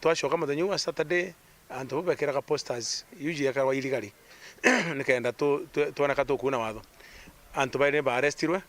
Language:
Meru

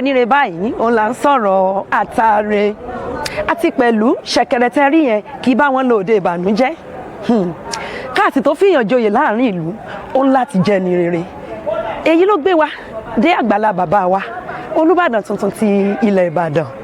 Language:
Yoruba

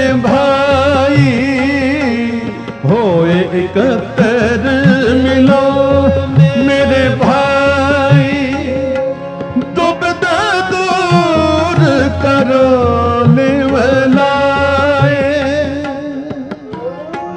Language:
Hindi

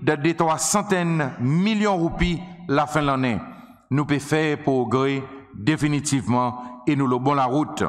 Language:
Seselwa Creole French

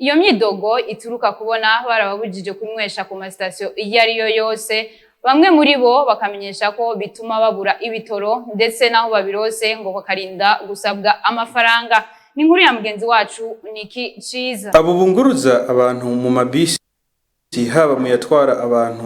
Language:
Rundi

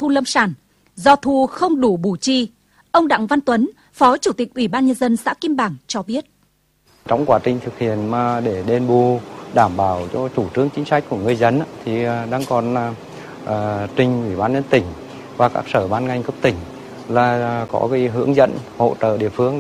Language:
Vietnamese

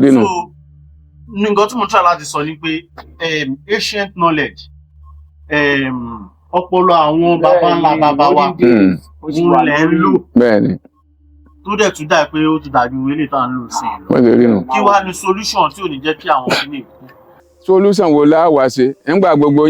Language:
Yoruba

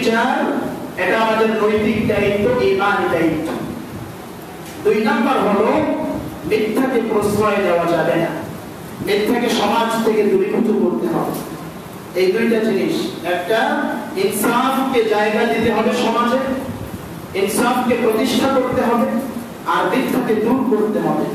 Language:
Bangla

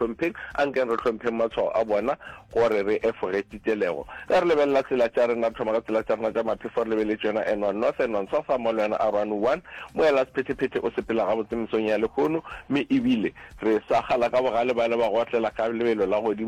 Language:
Northern Sotho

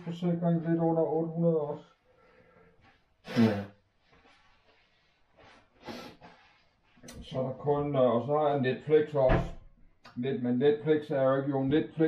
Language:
Danish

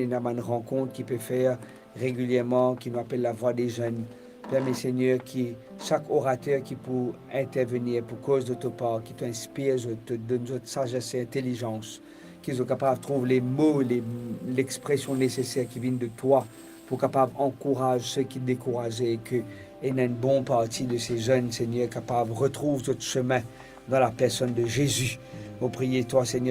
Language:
Morisyen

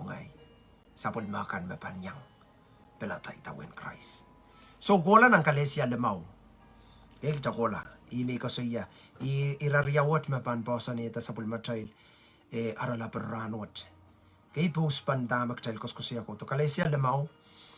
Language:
Pohnpeian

